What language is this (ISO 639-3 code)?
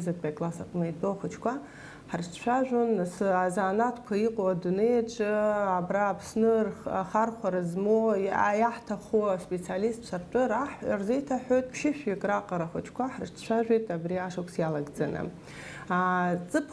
abk